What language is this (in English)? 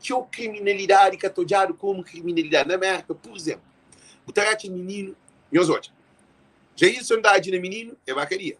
Kabuverdianu